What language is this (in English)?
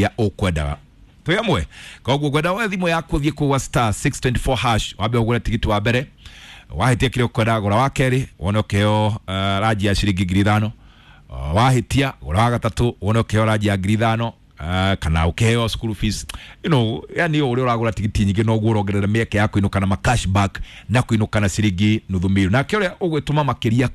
Kikuyu